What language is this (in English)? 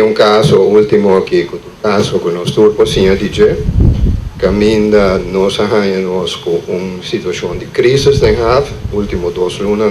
Papiamento